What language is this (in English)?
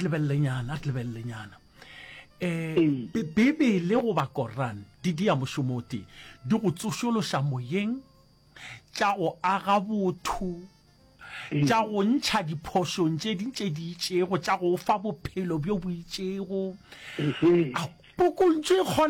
Northern Sotho